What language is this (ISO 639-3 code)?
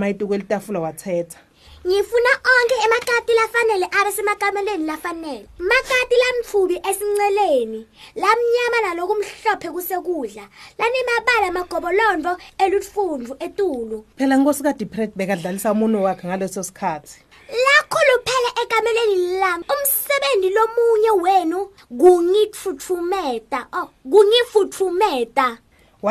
ssw